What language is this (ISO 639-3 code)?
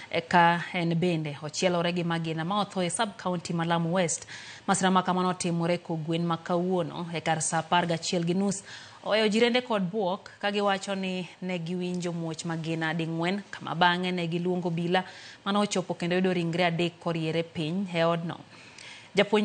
luo